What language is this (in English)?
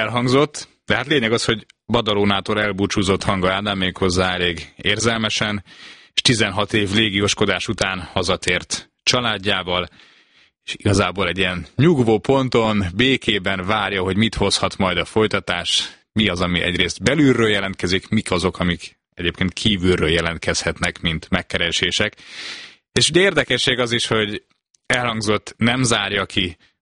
Hungarian